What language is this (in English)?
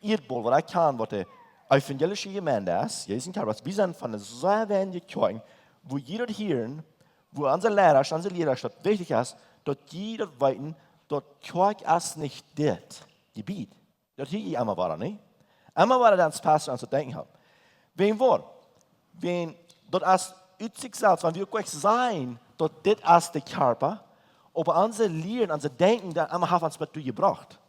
Plautdietsch